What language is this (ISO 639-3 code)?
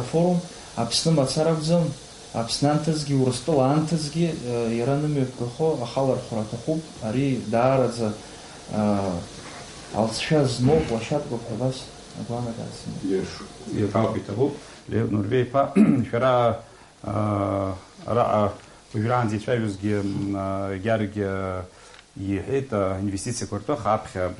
abk